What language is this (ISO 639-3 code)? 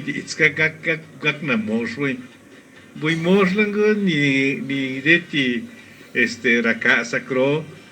zpa